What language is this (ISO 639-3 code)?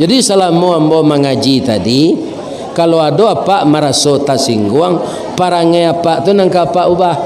min